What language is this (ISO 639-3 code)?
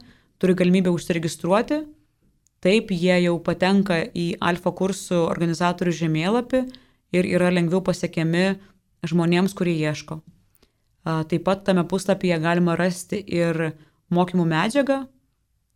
lit